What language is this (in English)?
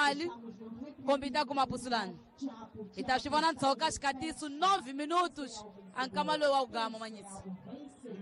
Tsonga